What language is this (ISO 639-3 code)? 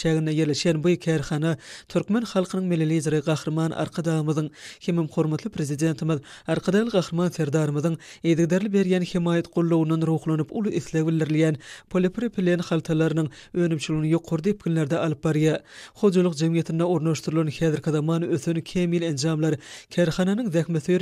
tuk